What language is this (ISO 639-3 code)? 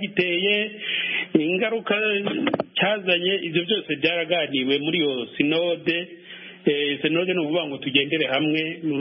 kin